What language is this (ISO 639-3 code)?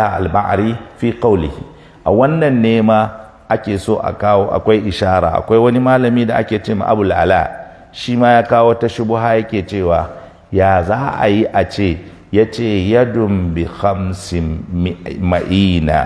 hau